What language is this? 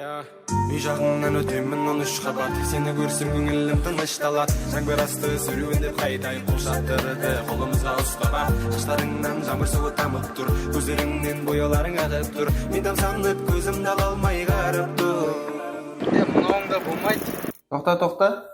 Kara-Kalpak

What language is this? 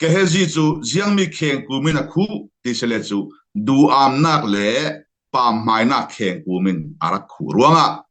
Falam Chin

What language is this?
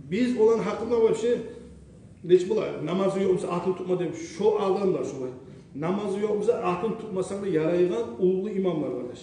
Kumyk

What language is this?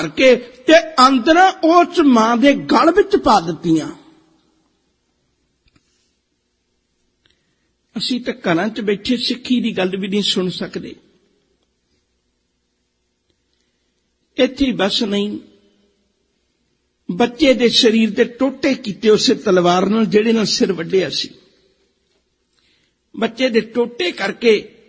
Punjabi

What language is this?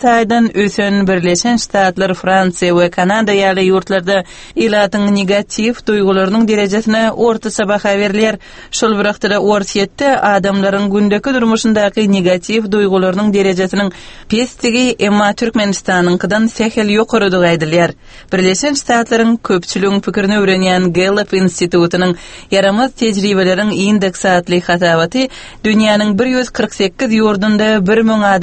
Turkmen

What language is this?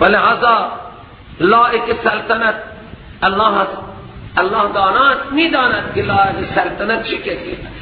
Persian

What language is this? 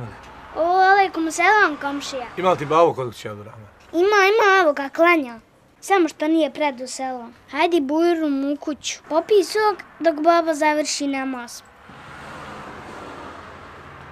Bosnian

